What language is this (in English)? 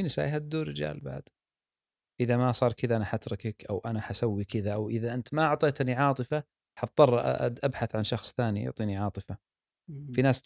Gulf Arabic